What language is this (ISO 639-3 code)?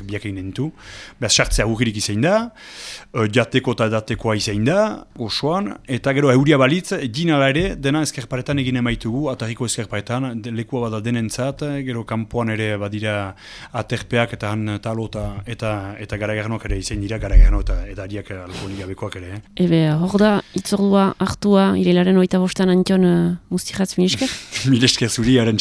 eus